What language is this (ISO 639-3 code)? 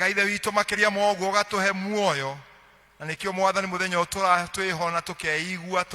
kik